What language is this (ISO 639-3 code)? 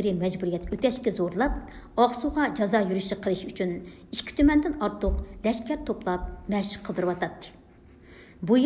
uig